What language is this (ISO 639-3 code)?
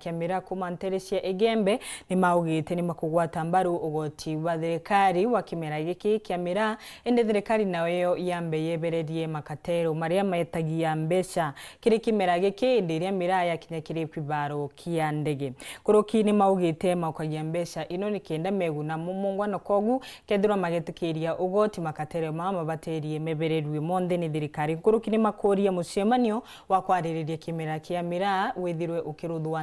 mer